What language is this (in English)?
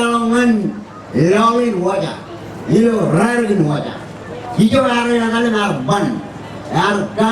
Marshallese